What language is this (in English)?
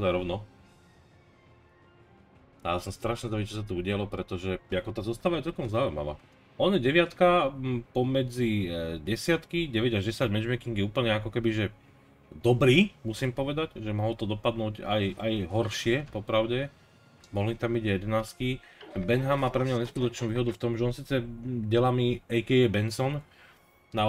Slovak